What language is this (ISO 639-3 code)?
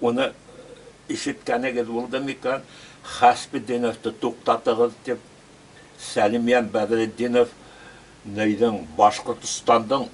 bak